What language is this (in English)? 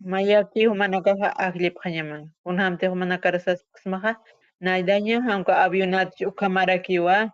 Aymara